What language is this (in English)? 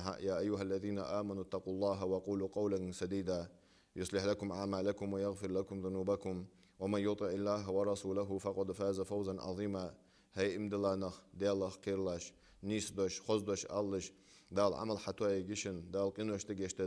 Ingush